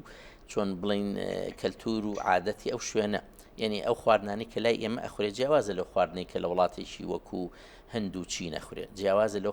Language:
Central Kurdish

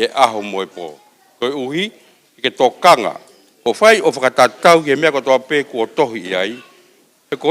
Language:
Tongan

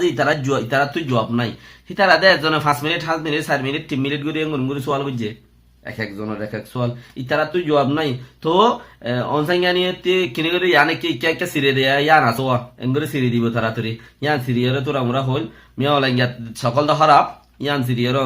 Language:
Rohingya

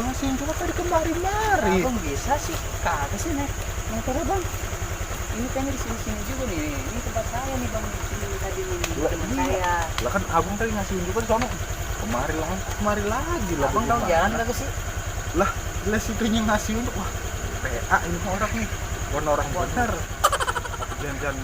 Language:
Betawi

